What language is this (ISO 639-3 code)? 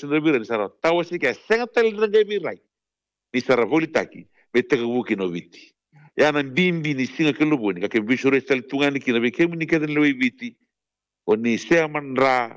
fij